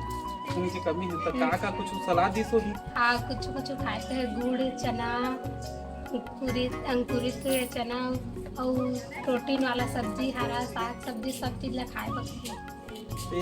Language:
Chhattisgarhi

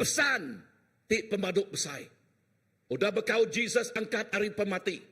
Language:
Iban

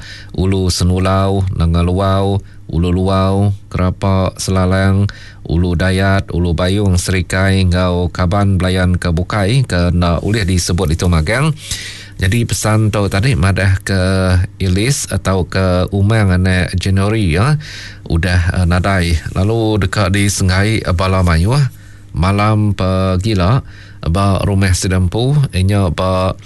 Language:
Iban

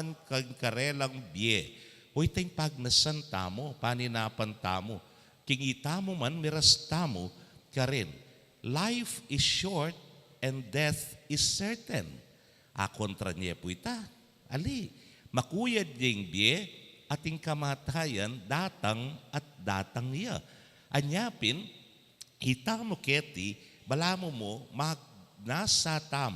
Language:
Pampanga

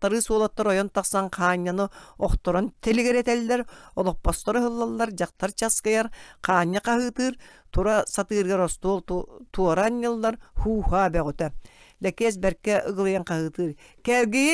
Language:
Yakut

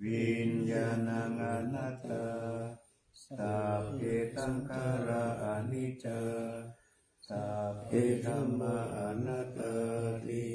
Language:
Pali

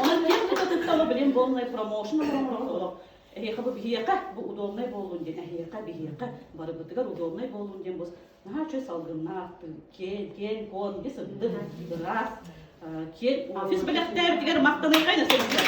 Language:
Yakut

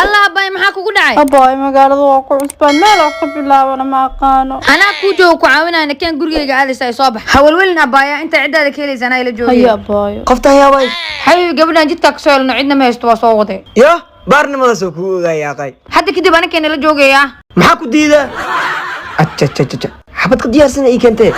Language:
Somali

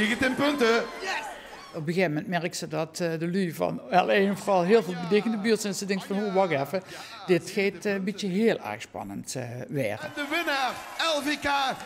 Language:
Limburgish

